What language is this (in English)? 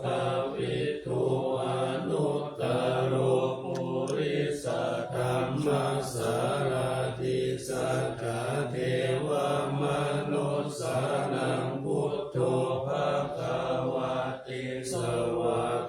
Pali